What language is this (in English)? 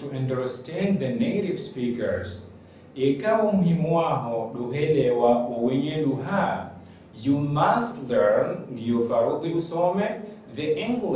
Ngazidja Comorian